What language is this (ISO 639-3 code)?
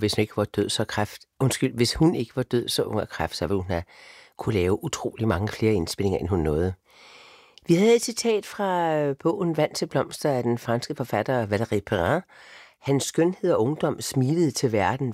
dan